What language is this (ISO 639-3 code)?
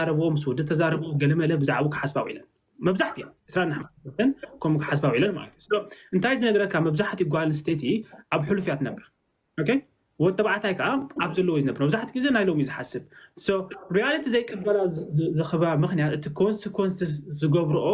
tir